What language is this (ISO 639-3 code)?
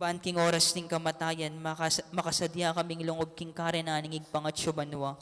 pam